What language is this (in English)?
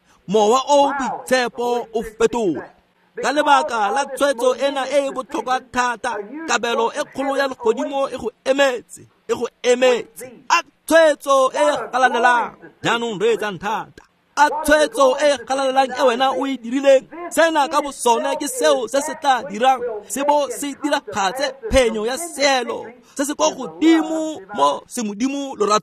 Tswana